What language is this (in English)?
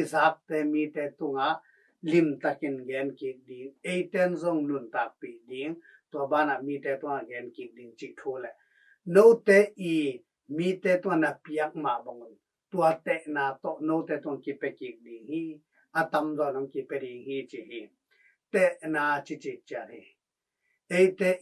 Tedim Chin